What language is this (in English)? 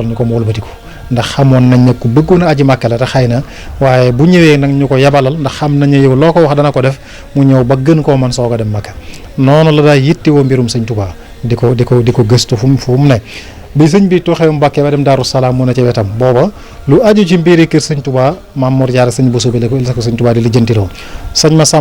Wolof